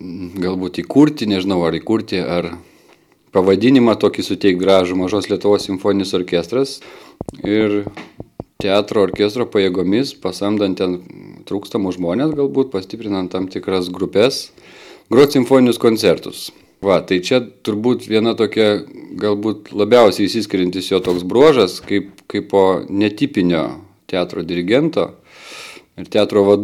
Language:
Lithuanian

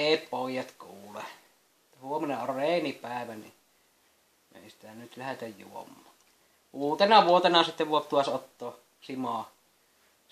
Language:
Finnish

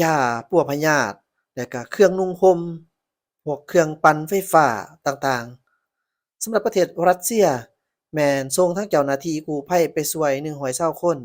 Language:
Lao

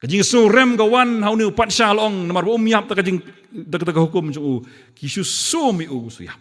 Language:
Khasi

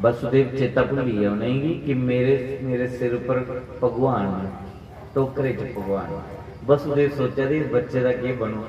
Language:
Dogri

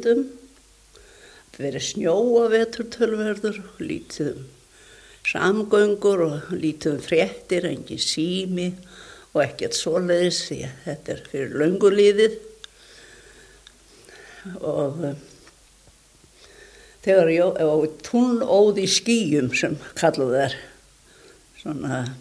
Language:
Icelandic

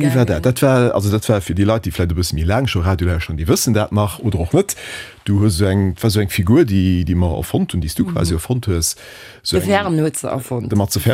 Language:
Luxembourgish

